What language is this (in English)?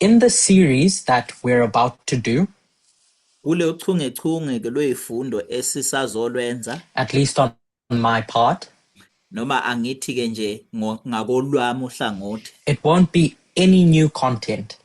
Zulu